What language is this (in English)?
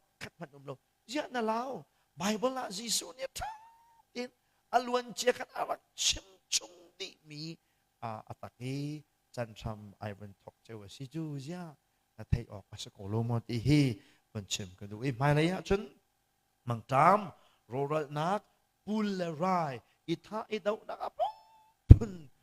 Hakha Chin